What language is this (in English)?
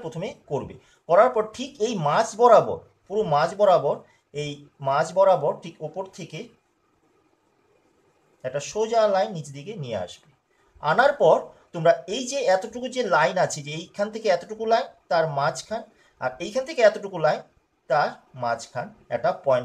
Bangla